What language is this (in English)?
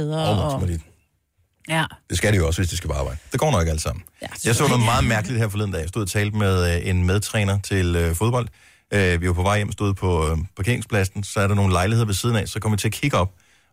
Danish